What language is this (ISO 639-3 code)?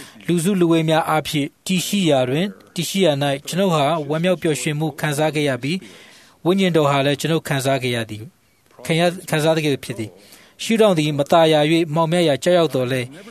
mya